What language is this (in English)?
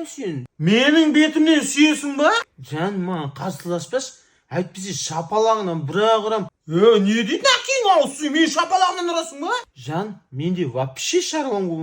Kazakh